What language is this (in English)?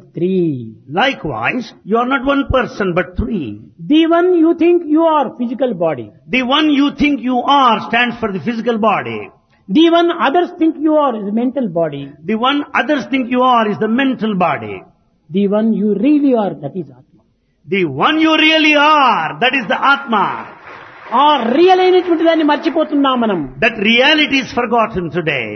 Telugu